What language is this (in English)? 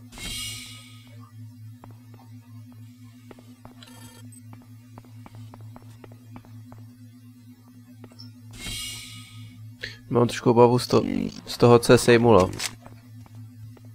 Czech